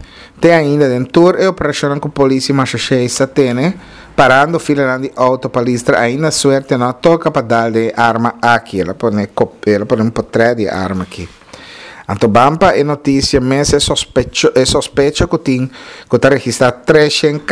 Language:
Papiamento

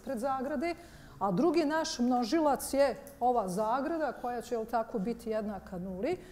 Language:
Bosnian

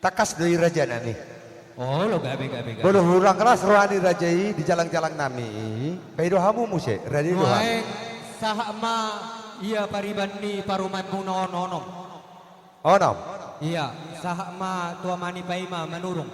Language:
Batak Toba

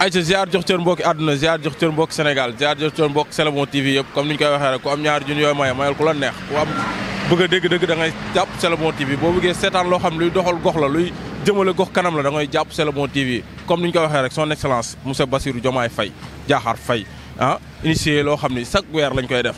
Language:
Wolof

